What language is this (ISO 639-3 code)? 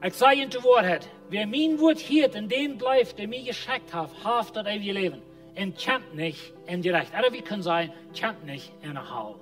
pdt